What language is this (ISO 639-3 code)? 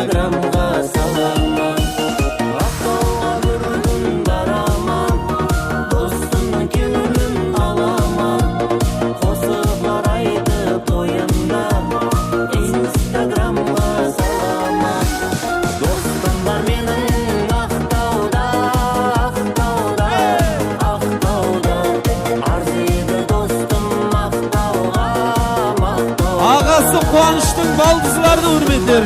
kaa